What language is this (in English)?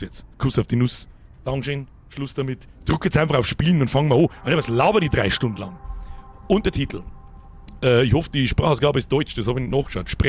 Bavarian